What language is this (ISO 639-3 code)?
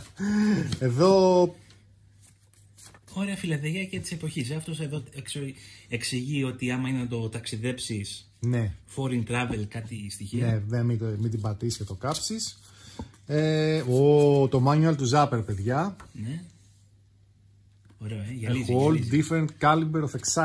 ell